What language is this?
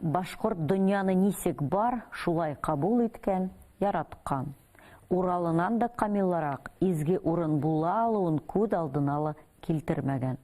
Bashkir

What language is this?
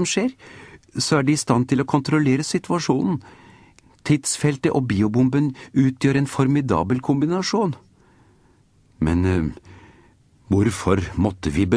Norwegian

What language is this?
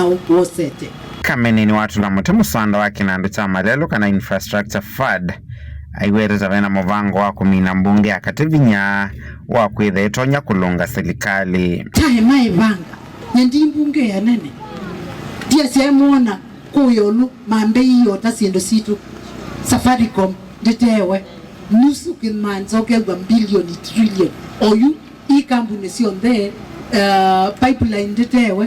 Kamba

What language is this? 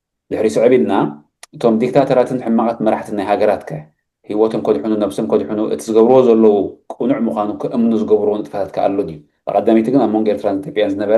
Tigrinya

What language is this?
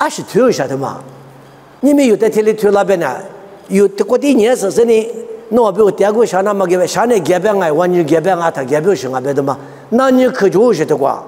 Lisu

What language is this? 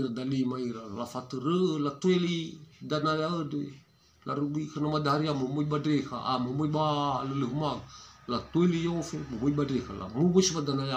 Nias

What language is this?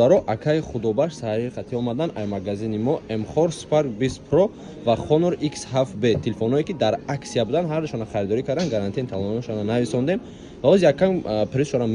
Tajik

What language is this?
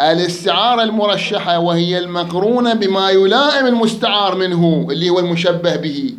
Mesopotamian Arabic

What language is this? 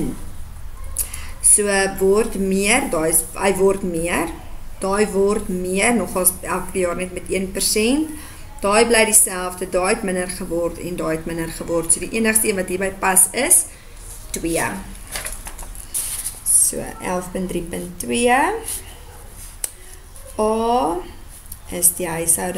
Afrikaans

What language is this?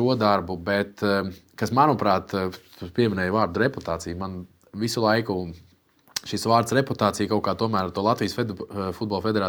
Latvian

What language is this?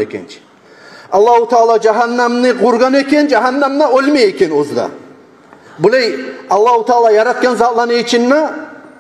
Kumyk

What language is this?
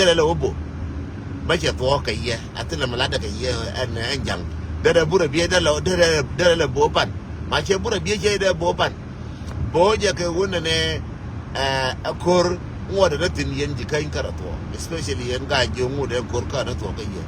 Nuer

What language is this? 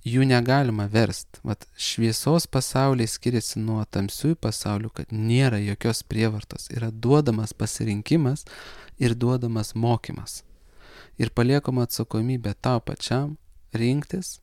Lithuanian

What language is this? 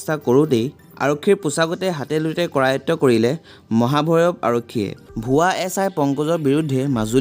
Assamese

